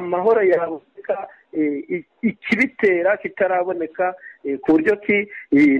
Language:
Kinyarwanda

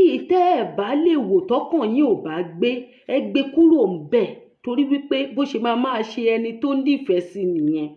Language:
Yoruba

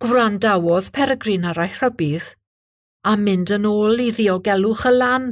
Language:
Welsh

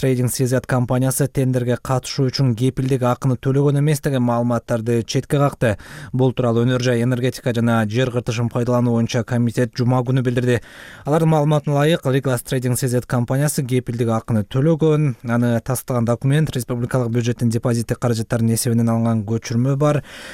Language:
Kyrgyz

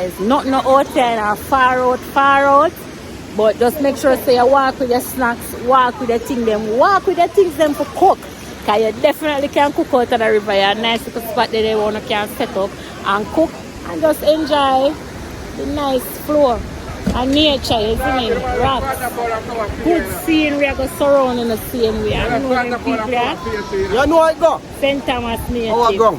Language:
Jamaican Creole English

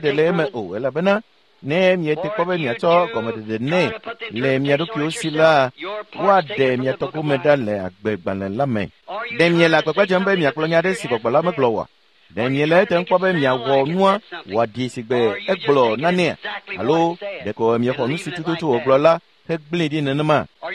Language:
Ewe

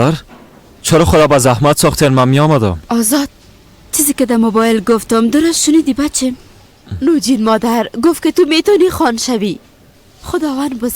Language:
Persian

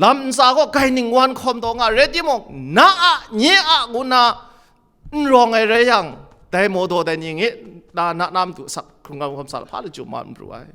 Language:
Kachin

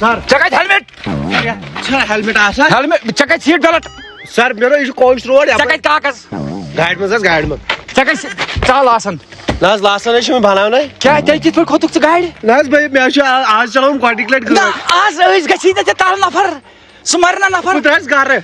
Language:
Kashmiri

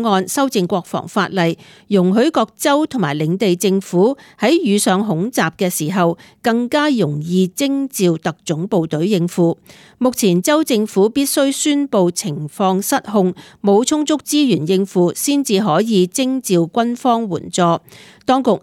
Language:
Cantonese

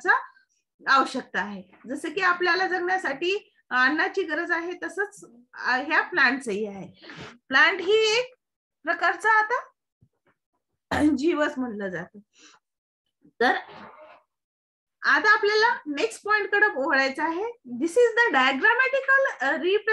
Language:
Marathi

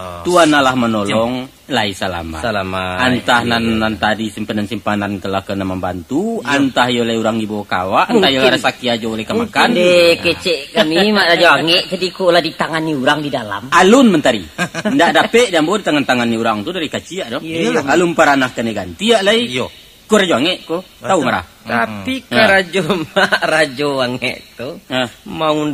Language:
Minangkabau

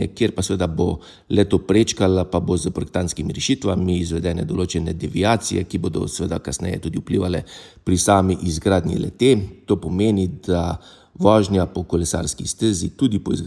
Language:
Slovenian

